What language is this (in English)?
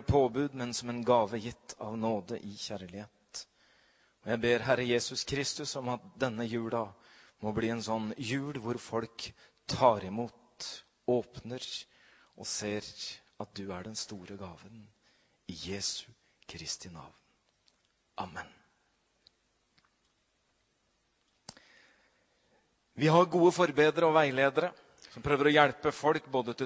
Norwegian